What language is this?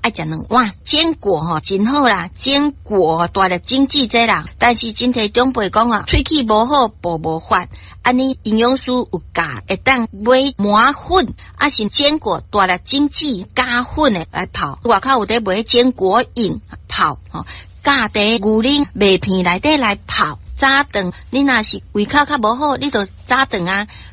Min Nan Chinese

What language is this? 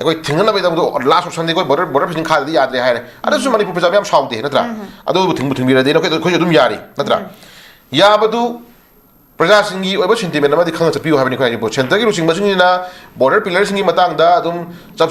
Manipuri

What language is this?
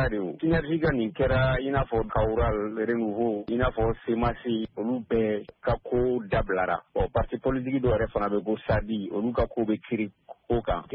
Bambara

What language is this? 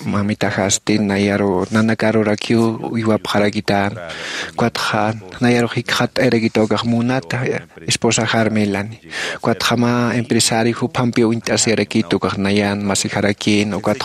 Aymara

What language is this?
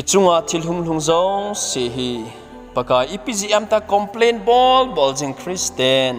Thado Chin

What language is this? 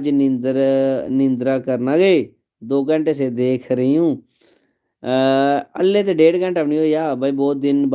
Dogri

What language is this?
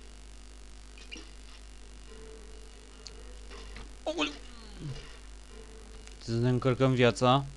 Romanian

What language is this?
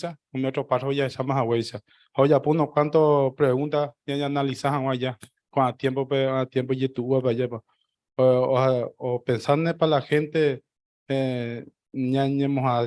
Guarani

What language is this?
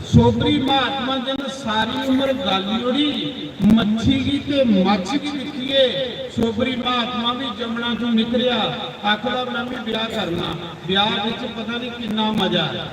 Dogri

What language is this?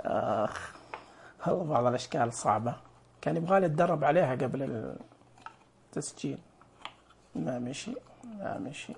Najdi Arabic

